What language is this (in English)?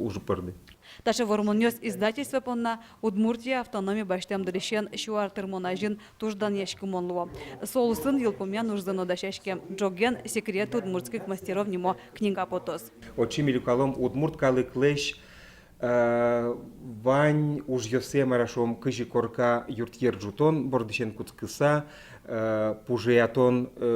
Udmurt